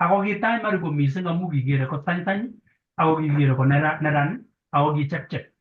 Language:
Kalenjin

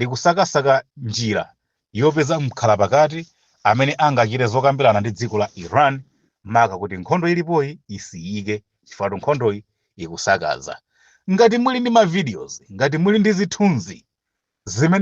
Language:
Nyanja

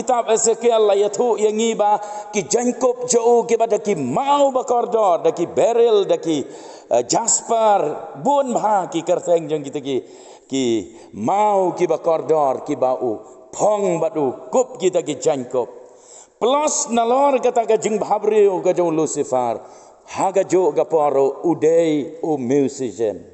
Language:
Khasi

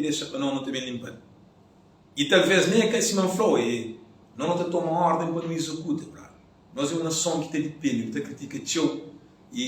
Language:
Kabuverdianu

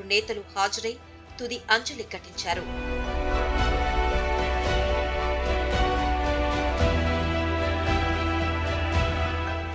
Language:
Telugu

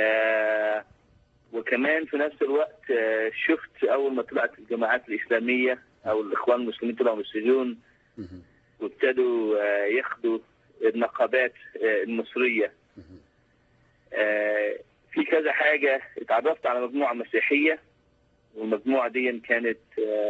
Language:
Egyptian Arabic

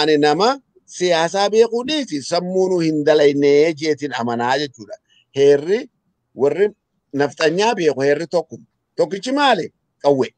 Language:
Oromo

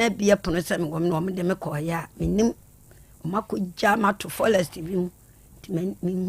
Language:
Akan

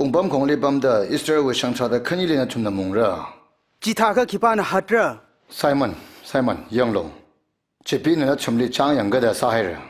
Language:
Tangkhul Naga (India)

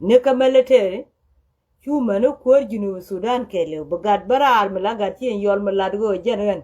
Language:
Nuer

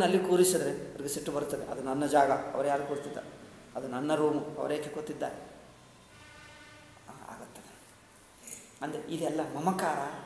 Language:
Kannada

